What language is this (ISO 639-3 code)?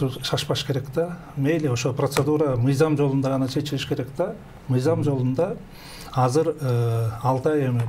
kir